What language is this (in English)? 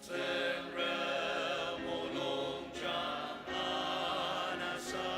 Ao Naga